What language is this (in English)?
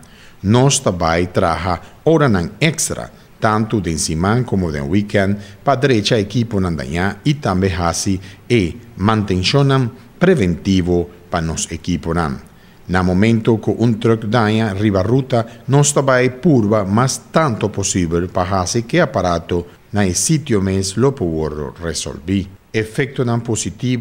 Papiamento